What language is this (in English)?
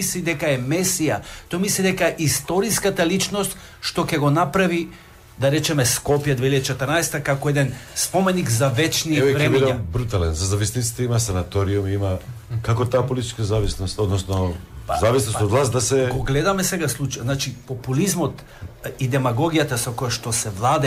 Macedonian